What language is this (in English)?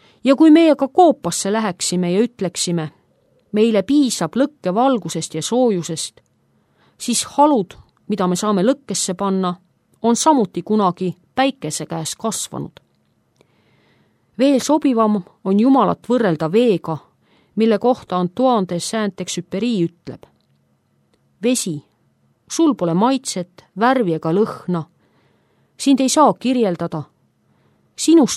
Estonian